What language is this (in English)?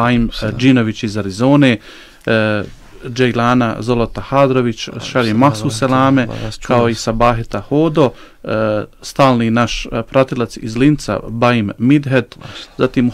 Bosnian